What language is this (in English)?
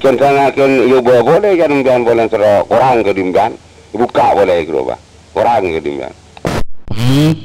Madurese